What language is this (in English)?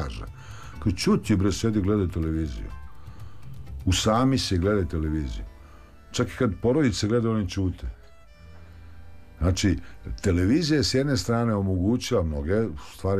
Serbian